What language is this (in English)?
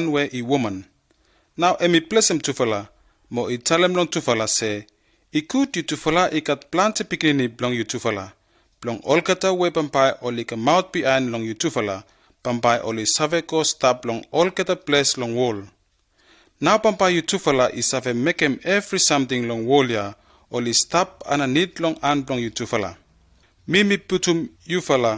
Bislama